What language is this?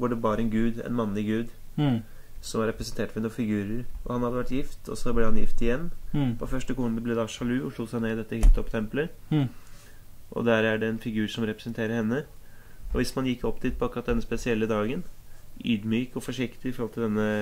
Norwegian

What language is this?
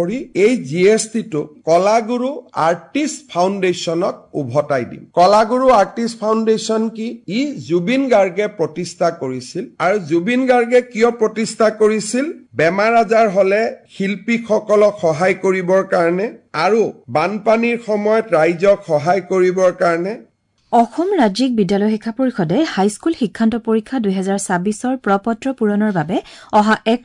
Assamese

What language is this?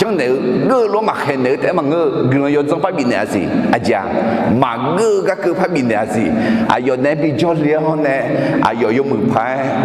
Akha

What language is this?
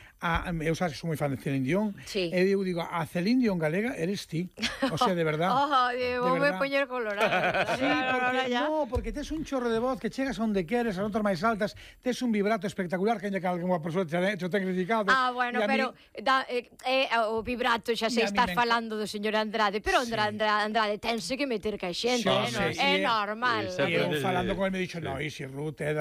Galician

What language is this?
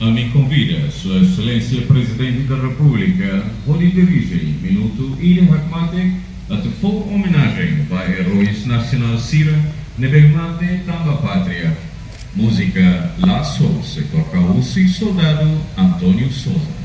Tetum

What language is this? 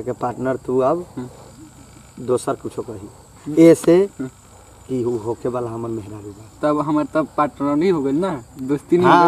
Bhojpuri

